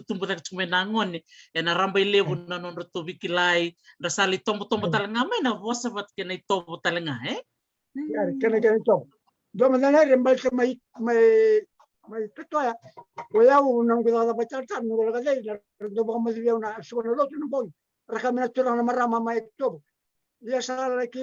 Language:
Fijian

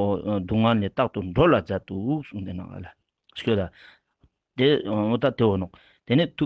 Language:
Ladakhi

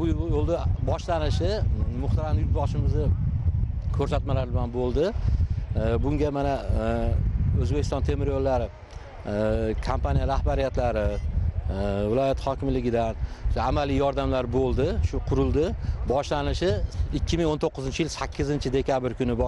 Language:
Uzbek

